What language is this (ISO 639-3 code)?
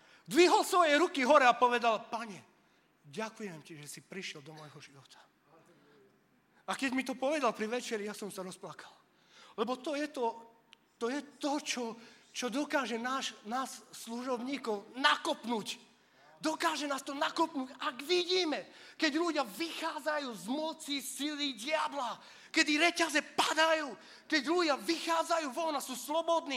slk